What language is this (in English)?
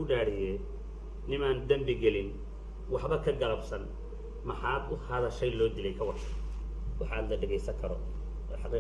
Somali